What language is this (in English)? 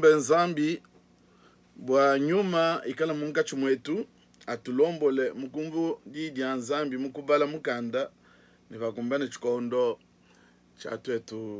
Luba-Lulua